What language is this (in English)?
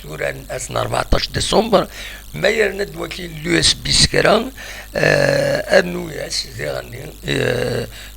Kabyle